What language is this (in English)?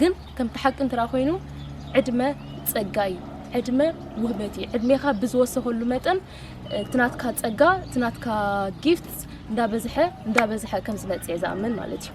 Tigrinya